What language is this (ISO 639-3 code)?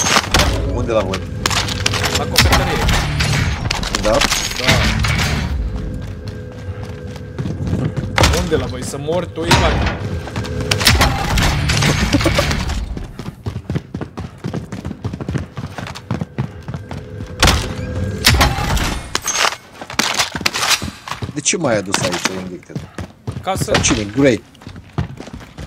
ron